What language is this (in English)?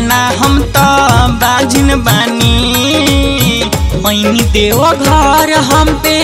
Bhojpuri